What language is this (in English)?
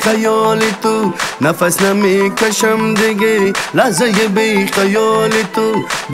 Persian